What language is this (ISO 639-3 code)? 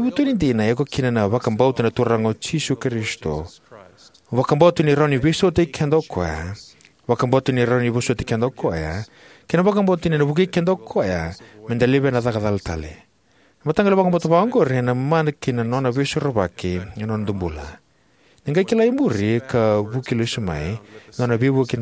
fij